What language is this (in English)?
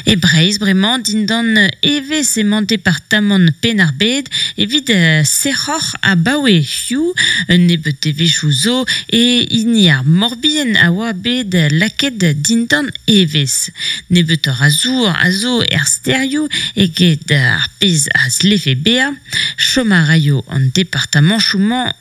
Breton